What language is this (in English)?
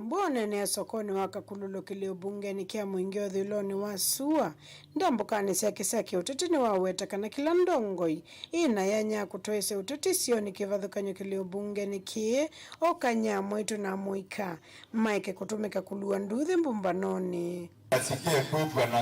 Kamba